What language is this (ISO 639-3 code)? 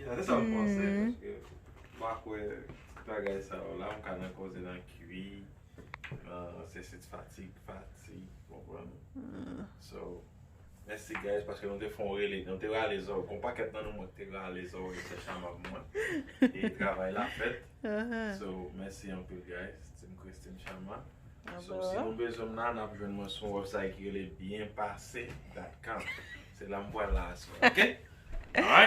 hat